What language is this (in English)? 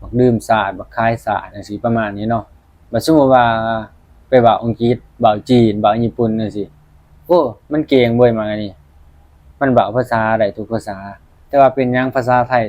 Northeastern Thai